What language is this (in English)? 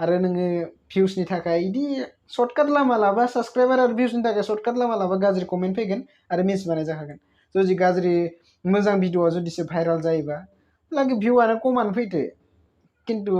Bodo